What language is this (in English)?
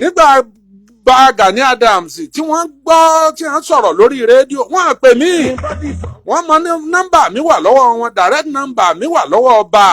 Yoruba